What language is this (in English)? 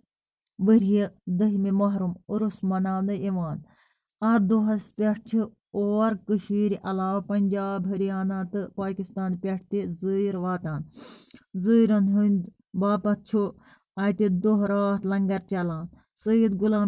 Kashmiri